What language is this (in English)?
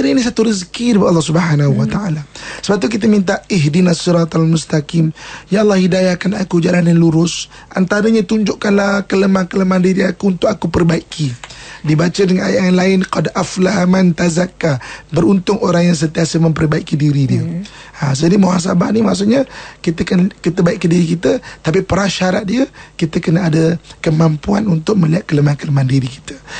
Malay